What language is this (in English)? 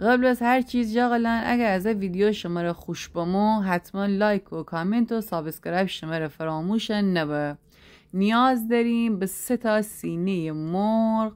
Gilaki